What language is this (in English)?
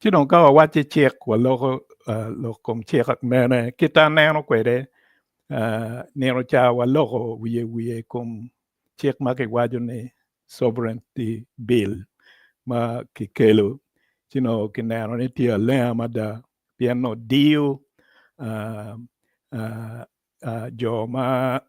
Acoli